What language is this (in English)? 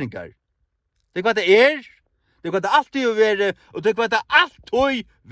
Faroese